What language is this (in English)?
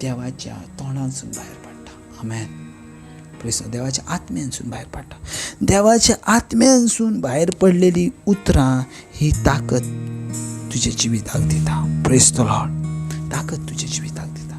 Konkani